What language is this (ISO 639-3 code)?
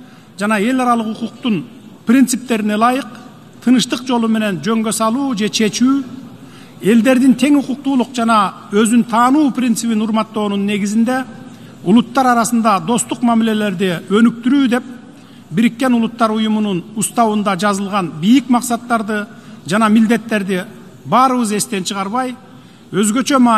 kir